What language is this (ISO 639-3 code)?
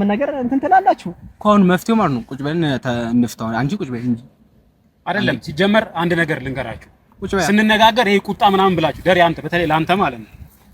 amh